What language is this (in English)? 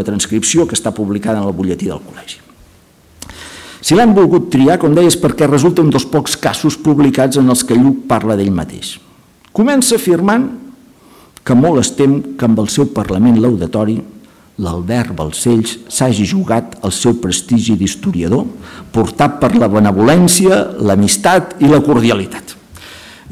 Catalan